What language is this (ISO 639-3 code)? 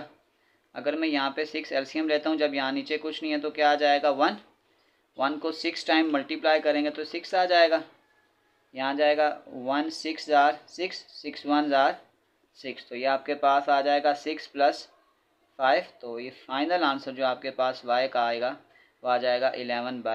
hin